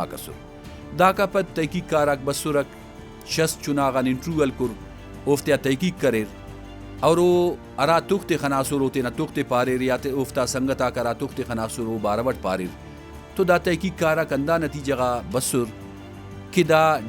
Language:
Brahui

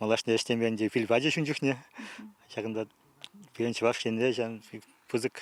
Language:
Chuvash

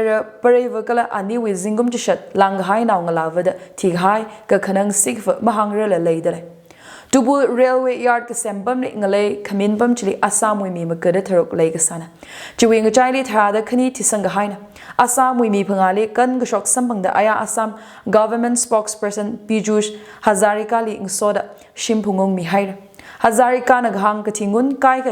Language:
Tangkhul Naga (India)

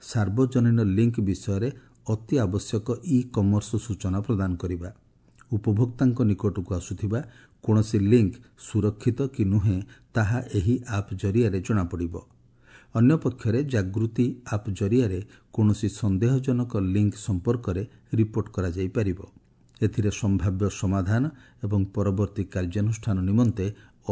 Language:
Odia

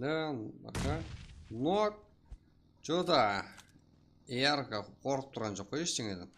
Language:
Kara-Kalpak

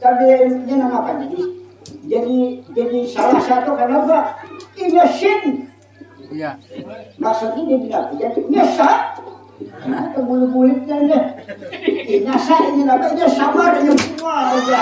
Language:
Banjar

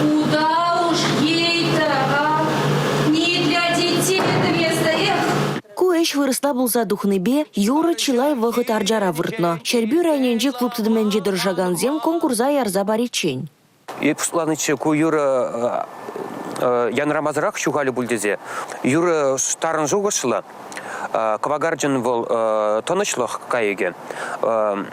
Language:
Chuvash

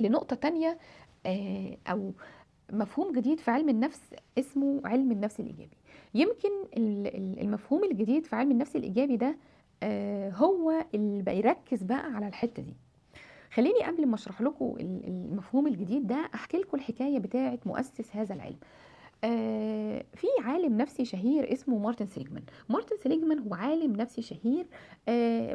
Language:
Egyptian Arabic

